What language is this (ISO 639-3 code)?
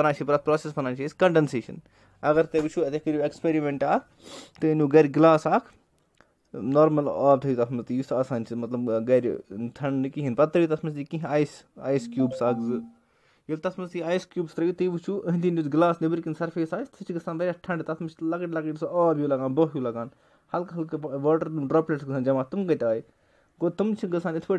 kas